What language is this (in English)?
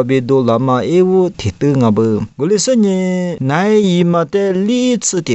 Lisu